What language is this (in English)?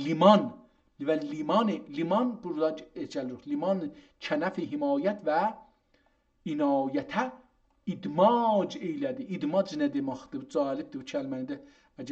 South Azerbaijani